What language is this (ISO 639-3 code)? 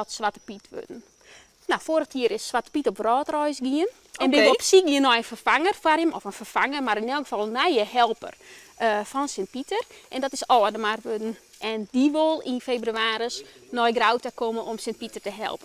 fry